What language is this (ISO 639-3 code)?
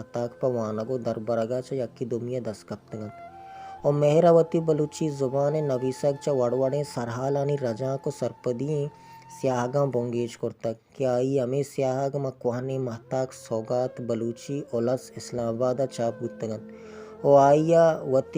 bal